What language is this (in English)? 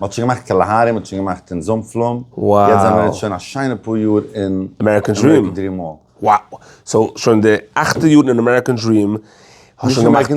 Yiddish